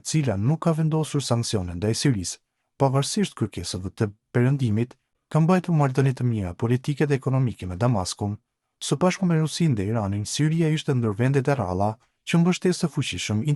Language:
Albanian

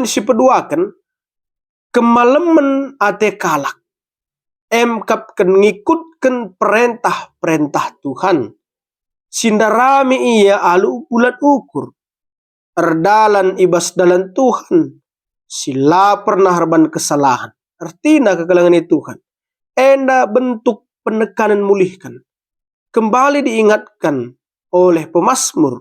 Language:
Batak Karo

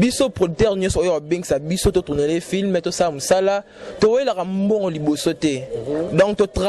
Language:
Lingala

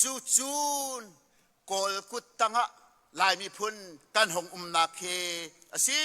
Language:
Hakha Chin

